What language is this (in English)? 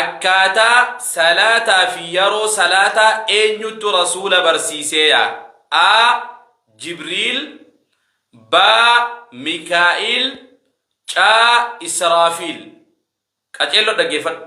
Oromo